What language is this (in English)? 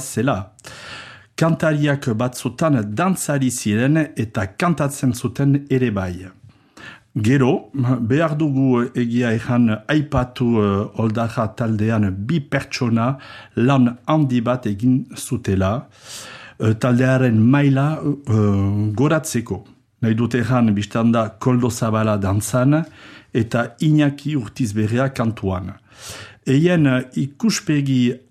Basque